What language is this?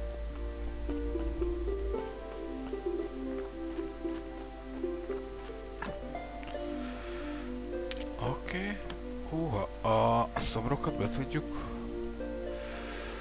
Hungarian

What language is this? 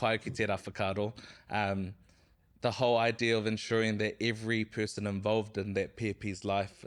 Māori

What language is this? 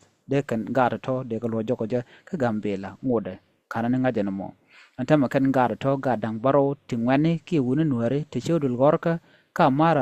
Nuer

